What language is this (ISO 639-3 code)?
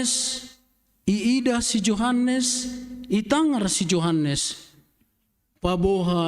bts